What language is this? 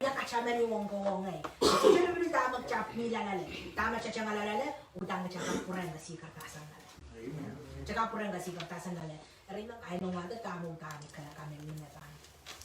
Pohnpeian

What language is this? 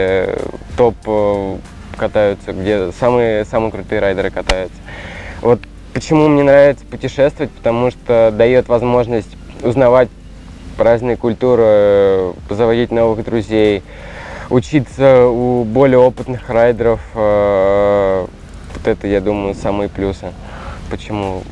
Russian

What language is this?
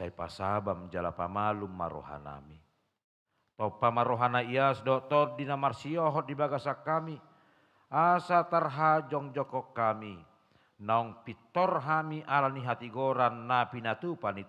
Batak Toba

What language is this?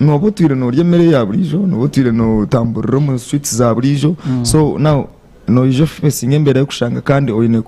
Nyankole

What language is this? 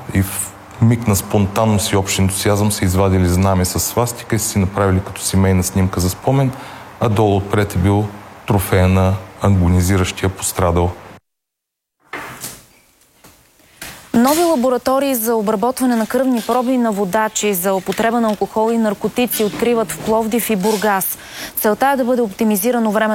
Bulgarian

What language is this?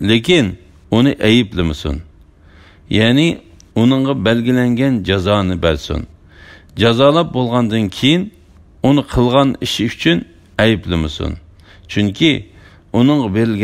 Uyghur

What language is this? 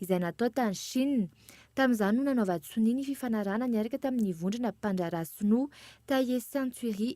Malagasy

